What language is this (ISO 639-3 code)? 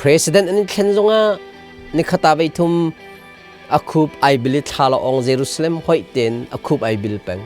cnh